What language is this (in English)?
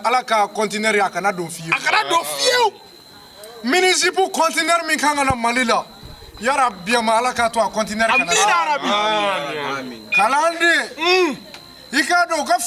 Bambara